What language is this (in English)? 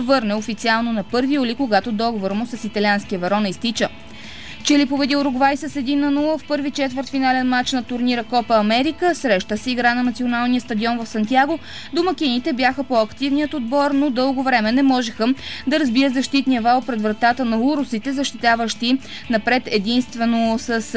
Bulgarian